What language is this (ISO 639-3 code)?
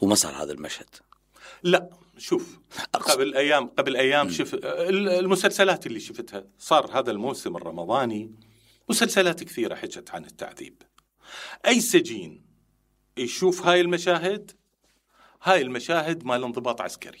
acm